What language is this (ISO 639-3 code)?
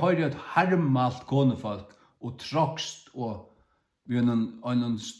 fao